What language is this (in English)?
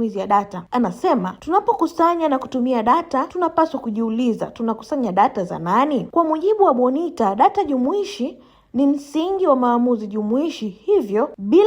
Swahili